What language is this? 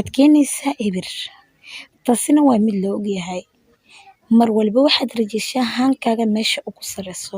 Somali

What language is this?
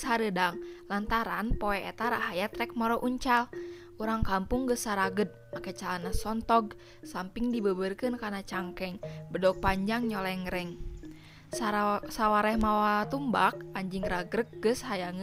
Sundanese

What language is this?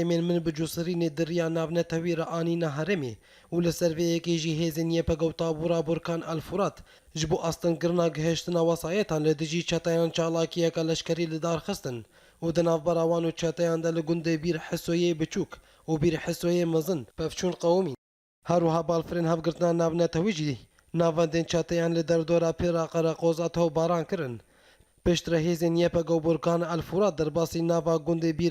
Kurdish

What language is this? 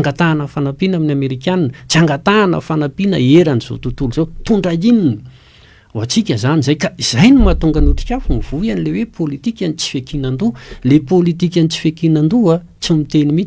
Malagasy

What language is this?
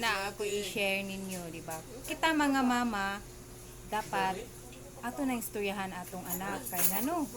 Cebuano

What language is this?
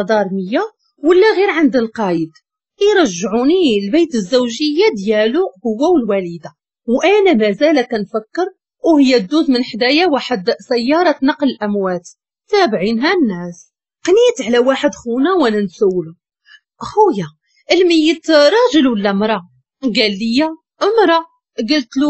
Moroccan Arabic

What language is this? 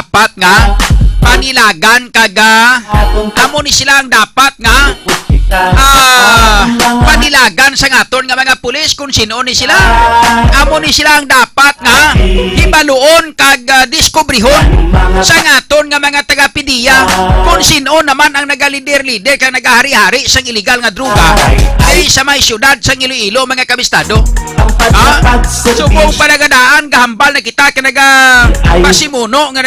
Hiligaynon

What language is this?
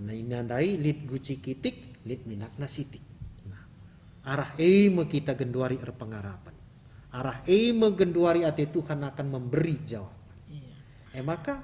Batak Karo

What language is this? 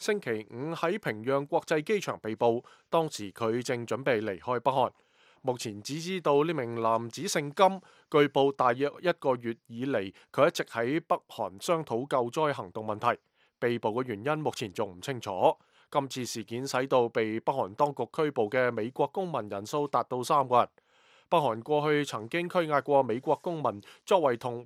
Cantonese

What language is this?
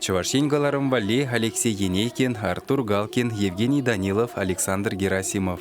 Chuvash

